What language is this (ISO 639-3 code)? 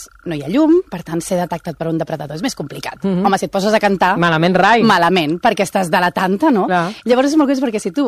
cat